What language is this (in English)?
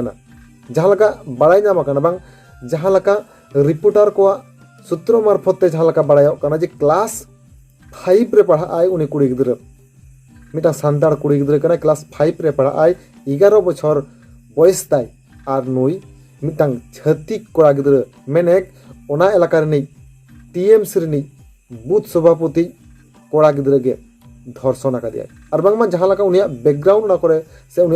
Santali